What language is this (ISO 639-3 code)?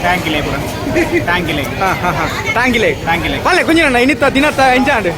tcy